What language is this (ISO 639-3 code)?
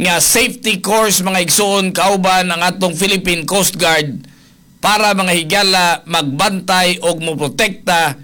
ceb